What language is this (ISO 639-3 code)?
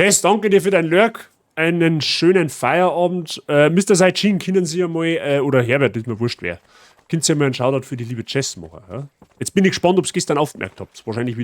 bar